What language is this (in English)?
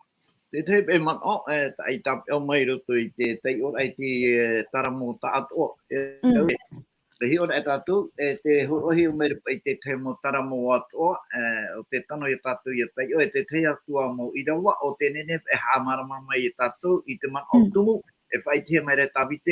Tahitian